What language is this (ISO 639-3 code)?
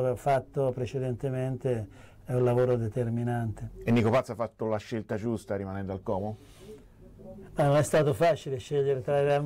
ita